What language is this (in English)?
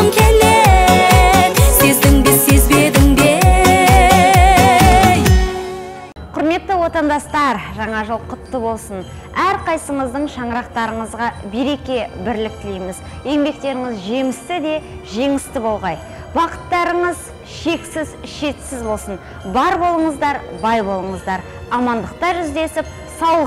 Kazakh